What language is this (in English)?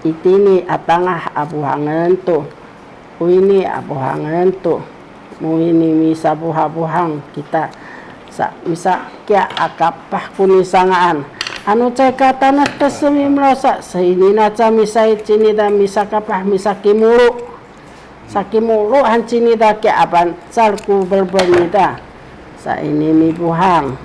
Sakizaya